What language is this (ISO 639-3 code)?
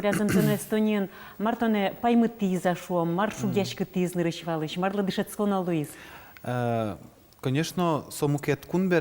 udm